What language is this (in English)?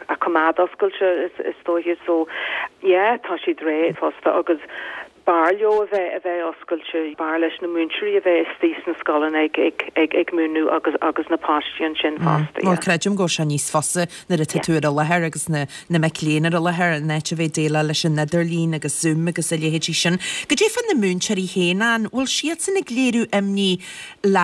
Irish